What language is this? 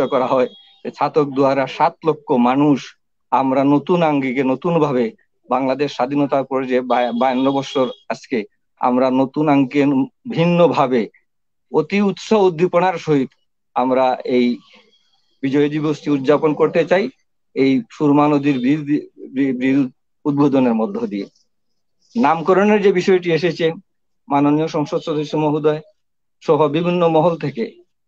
Bangla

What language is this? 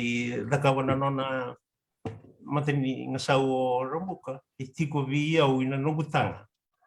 Fijian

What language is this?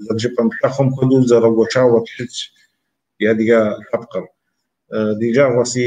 Kabardian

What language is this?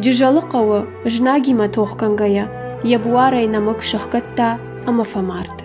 Ossetic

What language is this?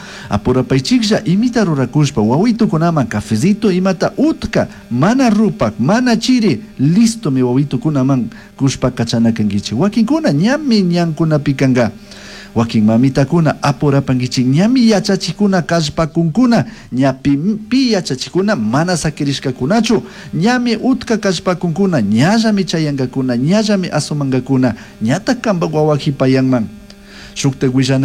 Chimborazo Highland Quichua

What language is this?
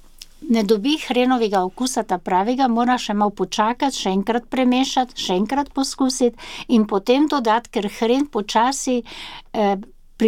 Slovenian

